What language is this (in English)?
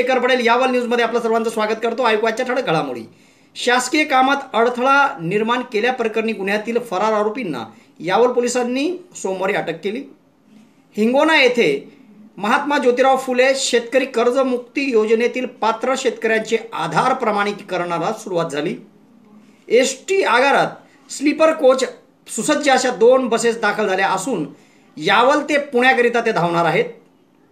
Marathi